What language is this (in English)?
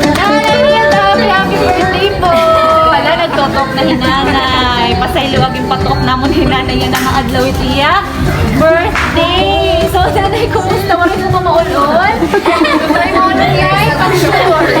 Waray